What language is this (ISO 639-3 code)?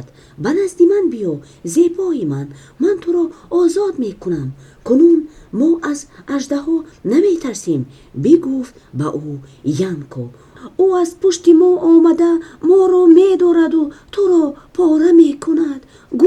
tgk